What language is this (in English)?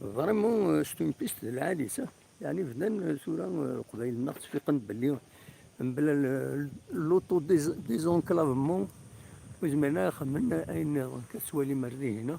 Kabyle